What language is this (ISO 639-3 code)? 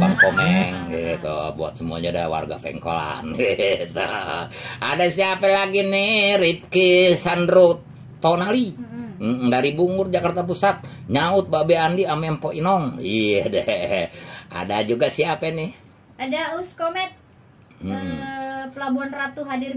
bew